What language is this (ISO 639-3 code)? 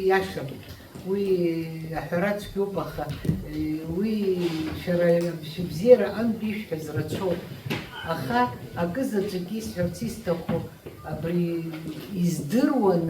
abk